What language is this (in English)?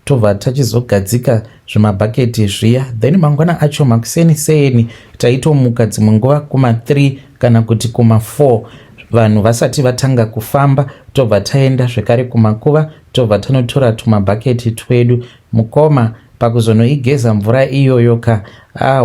Shona